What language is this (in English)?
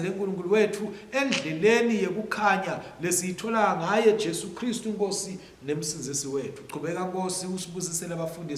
Swati